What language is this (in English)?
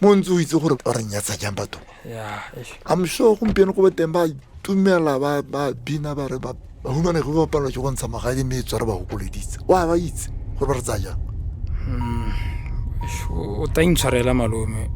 Tswana